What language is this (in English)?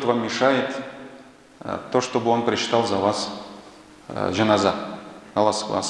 Tatar